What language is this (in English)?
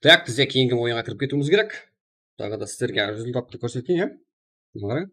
Kara-Kalpak